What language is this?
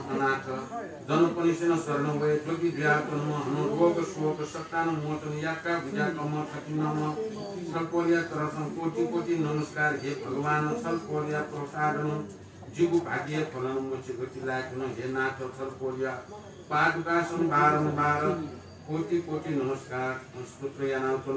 Newari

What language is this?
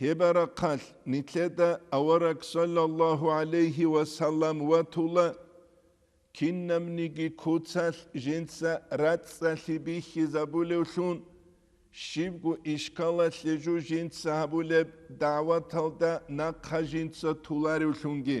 Avaric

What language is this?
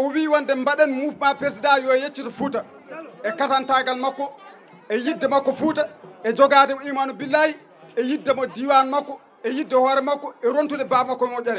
Fula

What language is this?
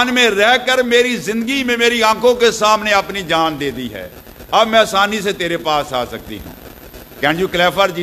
Urdu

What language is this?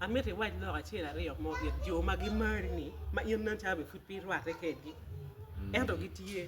Acoli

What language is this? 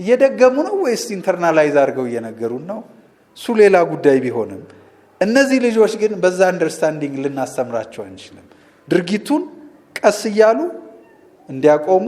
Amharic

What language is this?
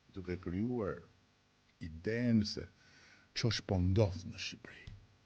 Albanian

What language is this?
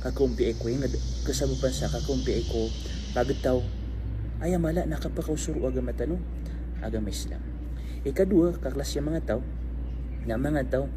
Maranao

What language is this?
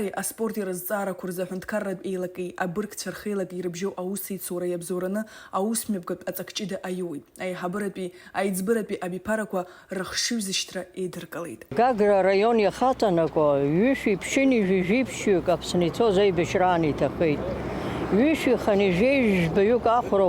Abkhazian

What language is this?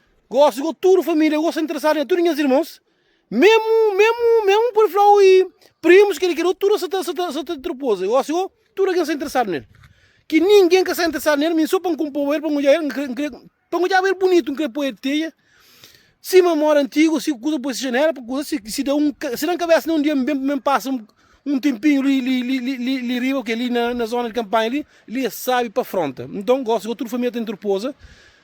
Kabuverdianu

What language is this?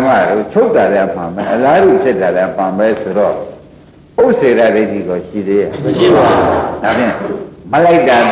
Burmese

